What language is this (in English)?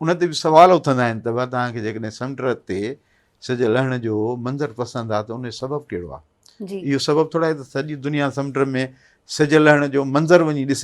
Sindhi